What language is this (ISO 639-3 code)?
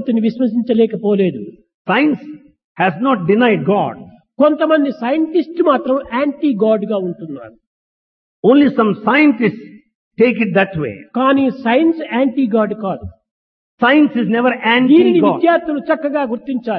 tel